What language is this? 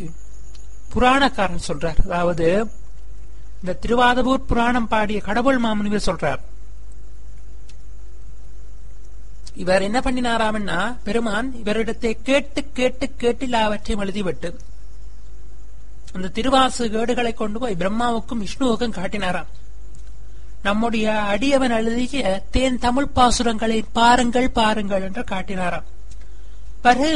Tamil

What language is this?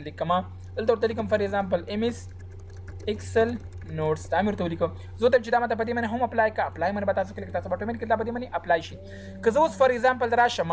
Pashto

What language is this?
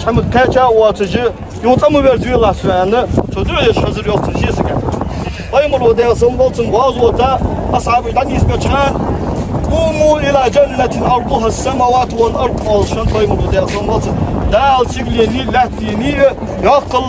Ingush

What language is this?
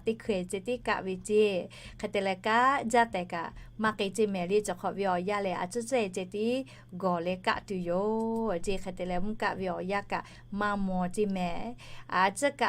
Lahu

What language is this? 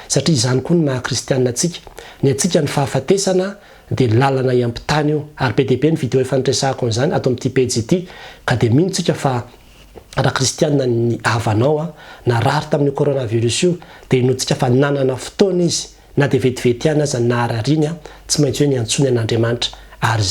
Malagasy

